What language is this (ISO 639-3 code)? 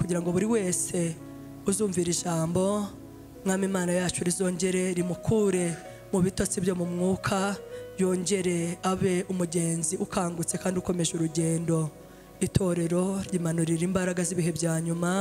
kin